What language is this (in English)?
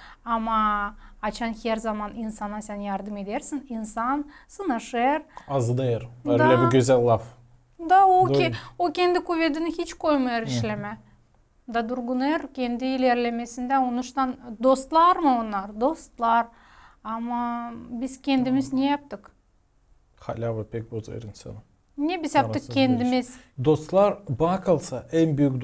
Gagauz